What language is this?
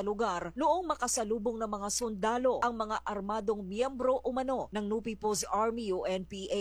Filipino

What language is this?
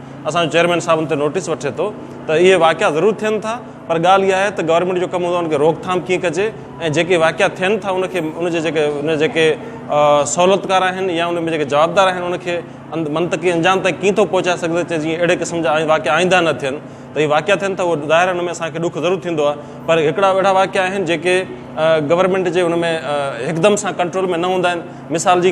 Sindhi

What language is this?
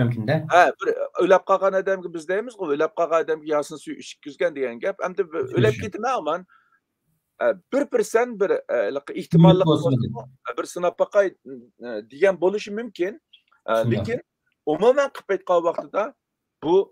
Uyghur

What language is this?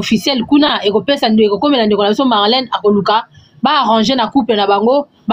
Lingala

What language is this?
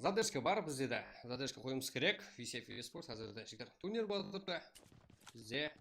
Kara-Kalpak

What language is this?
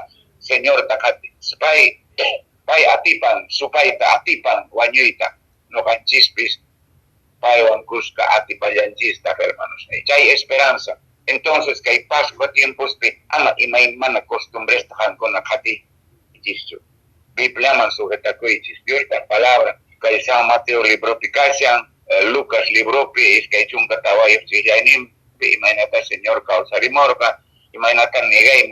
Quechua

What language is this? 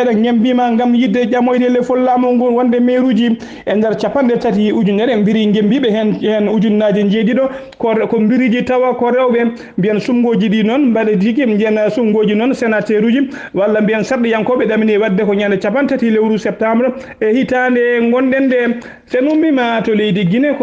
Fula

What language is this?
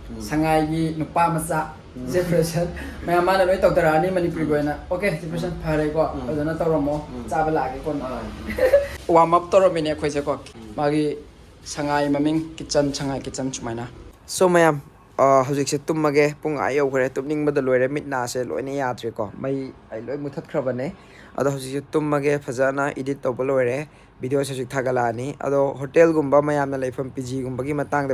Manipuri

